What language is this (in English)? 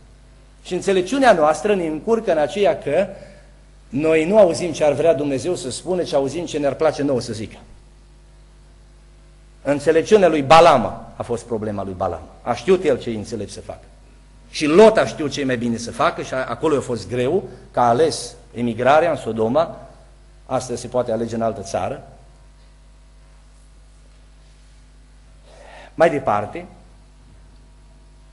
Romanian